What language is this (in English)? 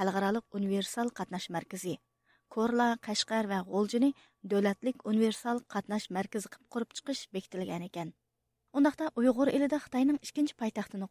Uyghur